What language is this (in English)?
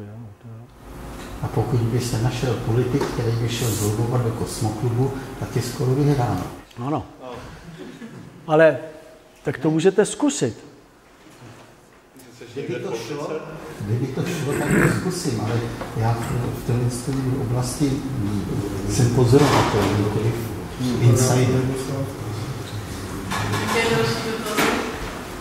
Czech